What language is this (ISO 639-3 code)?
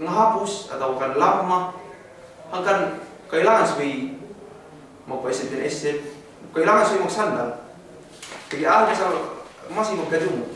yka